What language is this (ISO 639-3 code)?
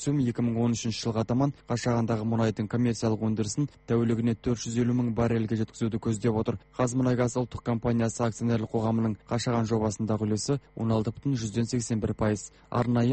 kaz